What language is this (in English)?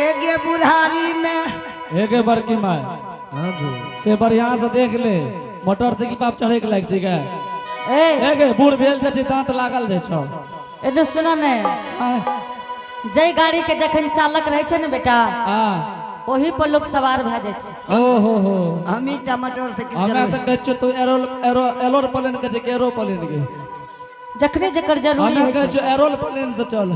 Angika